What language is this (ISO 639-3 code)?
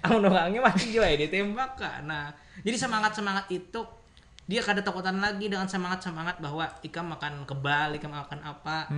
bjn